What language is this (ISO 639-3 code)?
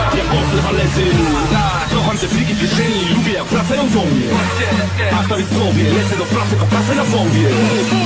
pol